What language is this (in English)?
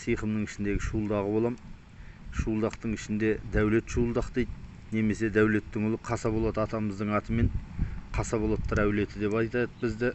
Kazakh